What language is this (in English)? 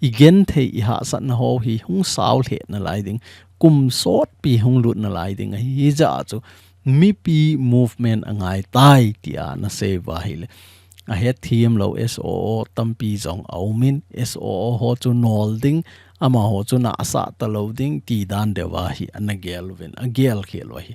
Thado Chin